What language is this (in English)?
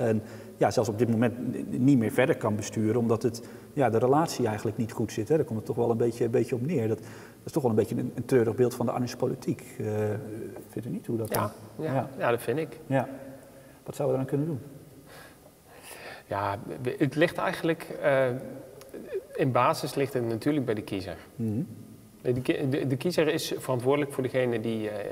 Dutch